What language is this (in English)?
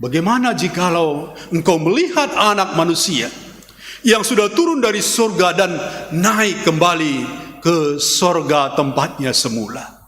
Batak Karo